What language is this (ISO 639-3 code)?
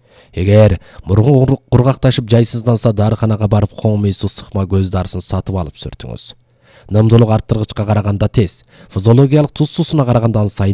kir